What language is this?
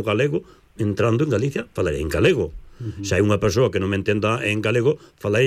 Galician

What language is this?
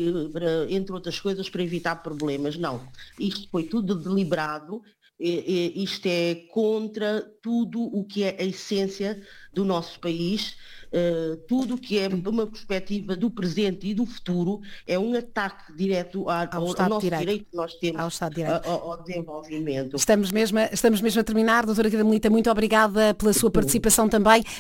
Portuguese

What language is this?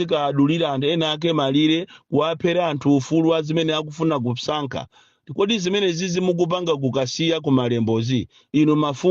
Nyanja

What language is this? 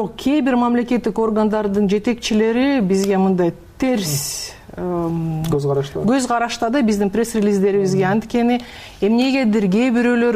Kyrgyz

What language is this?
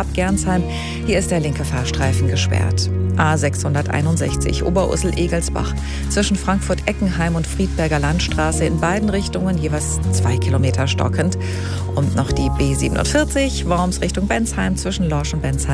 German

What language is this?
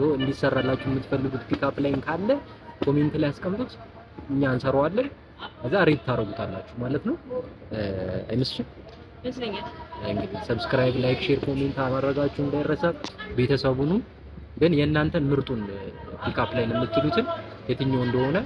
Amharic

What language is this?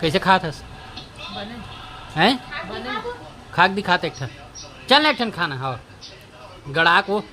Chhattisgarhi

